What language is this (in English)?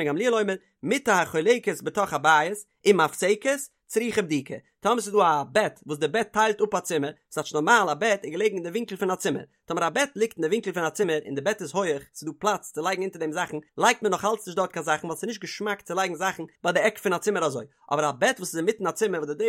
Yiddish